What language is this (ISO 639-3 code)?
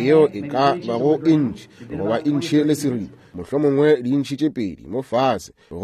nso